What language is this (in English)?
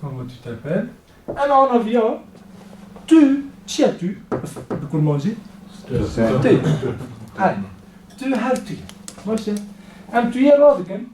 Kurdish